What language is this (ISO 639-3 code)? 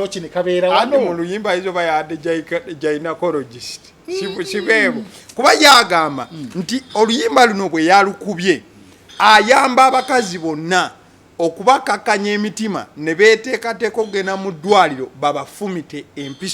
lug